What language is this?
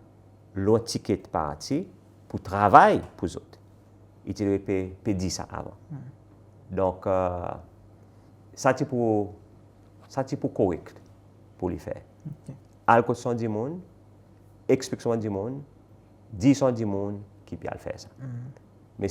Seselwa Creole French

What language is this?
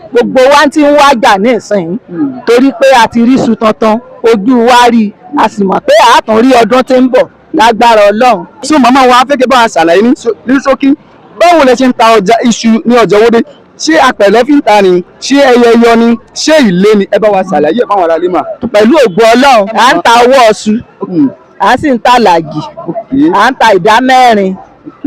Yoruba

